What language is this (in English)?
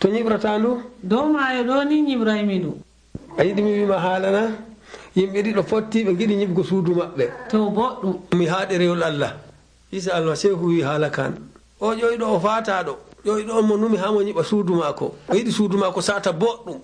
Nigerian Fulfulde